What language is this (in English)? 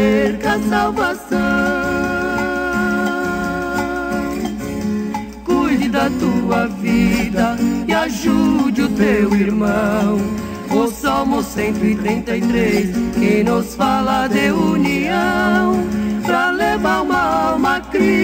Portuguese